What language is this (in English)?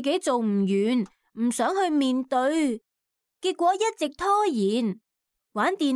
Cantonese